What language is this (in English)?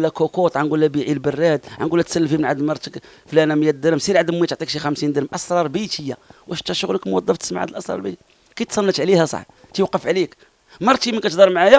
Moroccan Arabic